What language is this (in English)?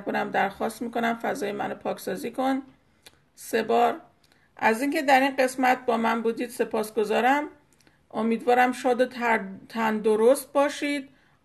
Persian